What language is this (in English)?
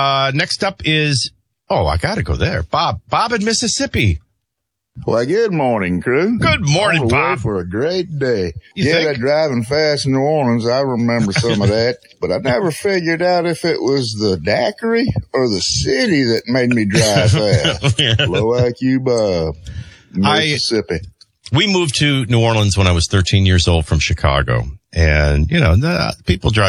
English